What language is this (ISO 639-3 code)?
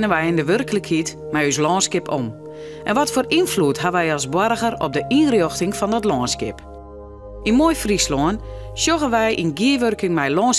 fry